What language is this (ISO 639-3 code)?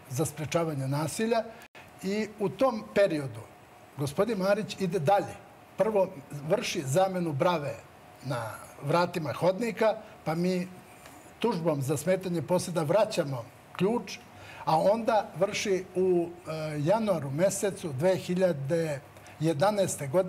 srp